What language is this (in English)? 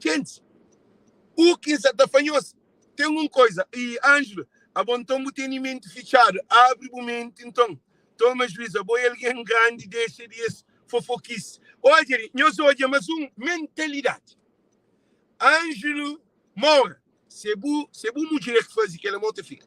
Kabuverdianu